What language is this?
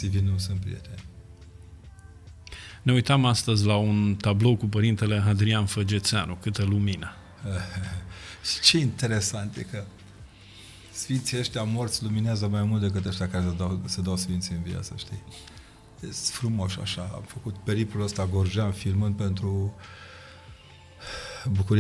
Romanian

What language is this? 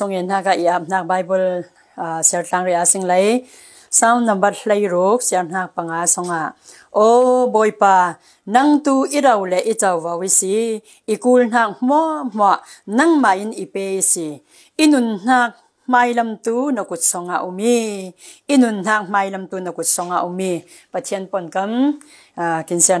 Falam Chin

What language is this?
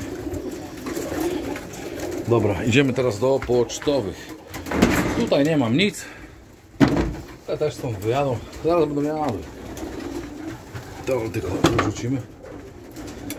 Polish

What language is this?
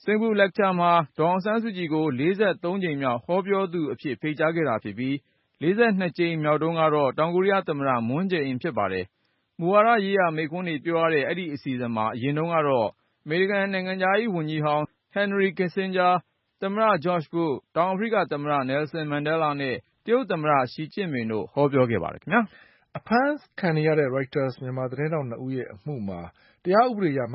Burmese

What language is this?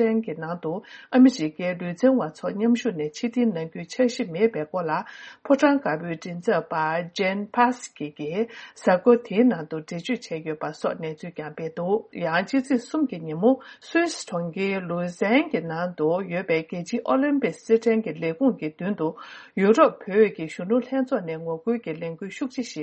Tibetan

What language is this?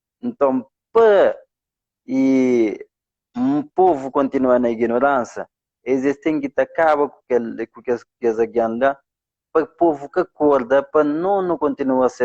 Kabuverdianu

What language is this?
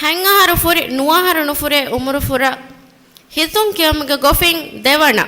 Divehi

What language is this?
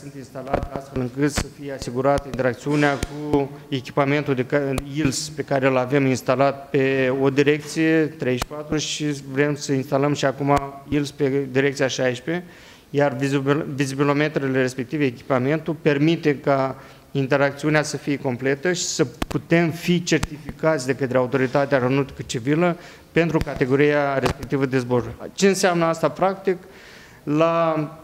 Romanian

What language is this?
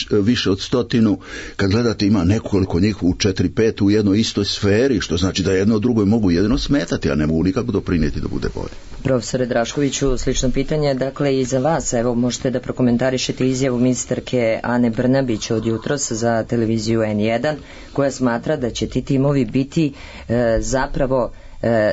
Serbian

